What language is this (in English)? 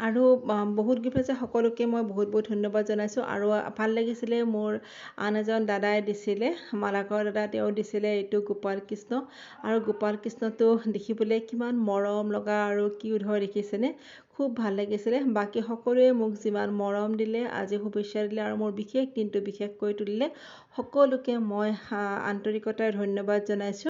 Assamese